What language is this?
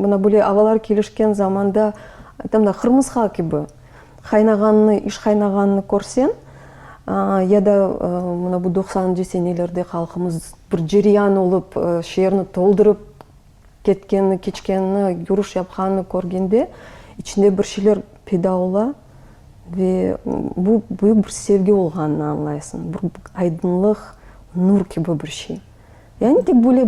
Crimean Tatar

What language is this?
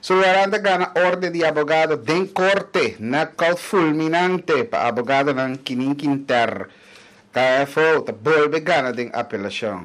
Papiamento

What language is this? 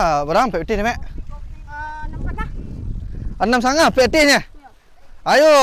Minangkabau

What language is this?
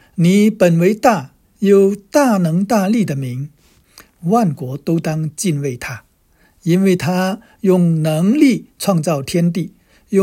Chinese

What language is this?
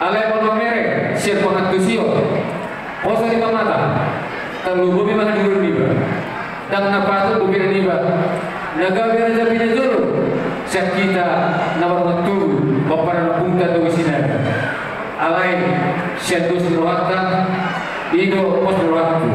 Batak Toba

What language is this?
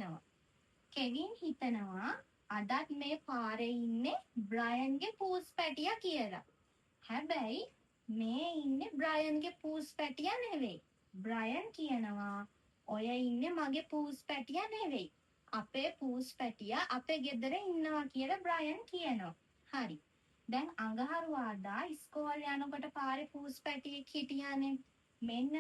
Sinhala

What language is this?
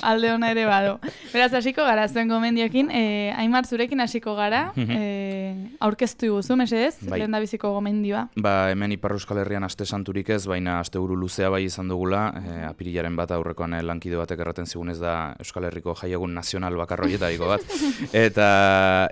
Basque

